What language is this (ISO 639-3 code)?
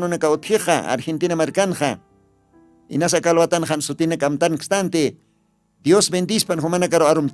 aym